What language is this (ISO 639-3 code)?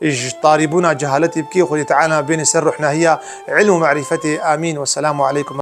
kur